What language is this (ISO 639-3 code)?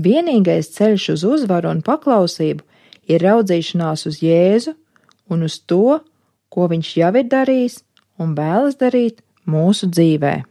lav